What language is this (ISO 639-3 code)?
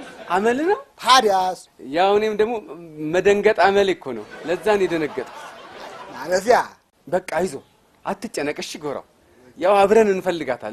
amh